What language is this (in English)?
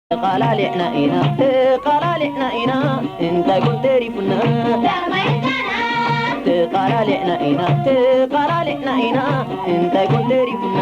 Tigrinya